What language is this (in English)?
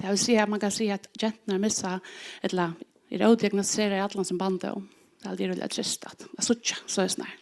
Faroese